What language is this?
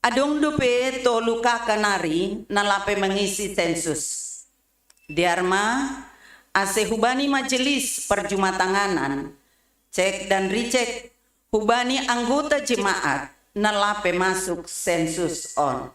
Batak Simalungun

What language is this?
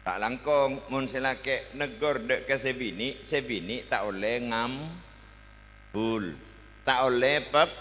Madurese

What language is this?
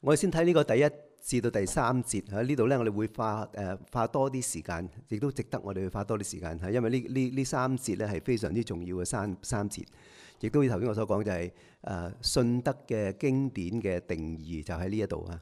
Cantonese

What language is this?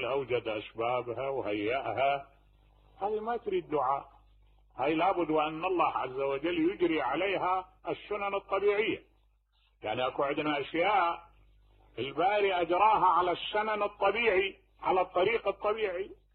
Mesopotamian Arabic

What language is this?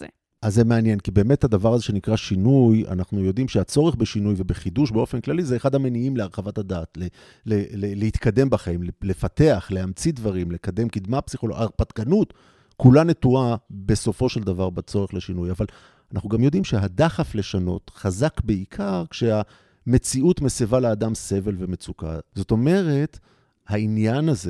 Hebrew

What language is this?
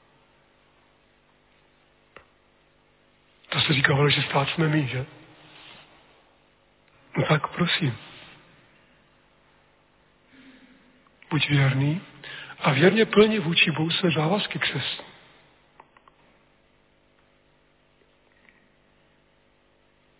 Czech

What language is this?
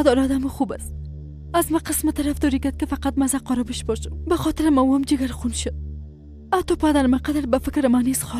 Persian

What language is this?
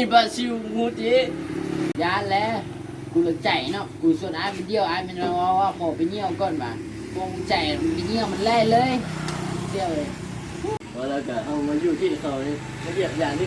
Lao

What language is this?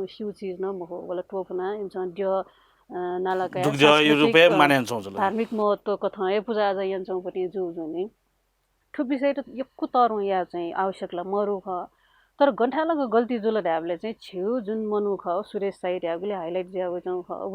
Newari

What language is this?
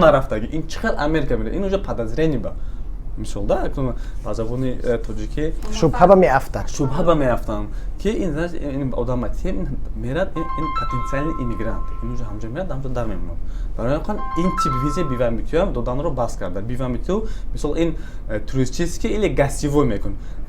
Tajik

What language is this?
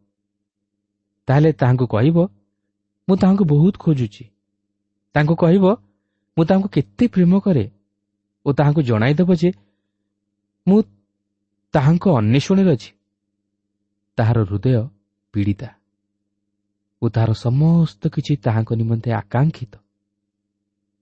Odia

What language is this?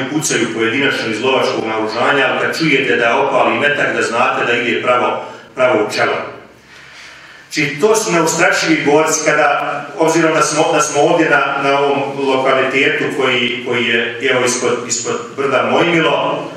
Bosnian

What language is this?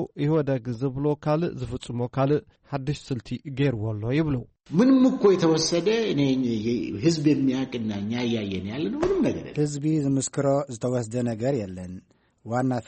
Tigrinya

